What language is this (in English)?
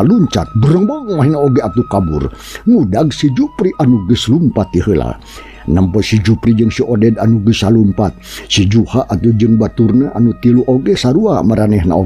Sundanese